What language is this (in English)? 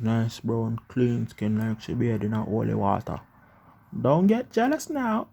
Jamaican Creole English